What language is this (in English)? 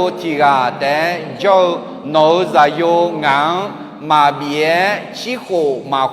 Akha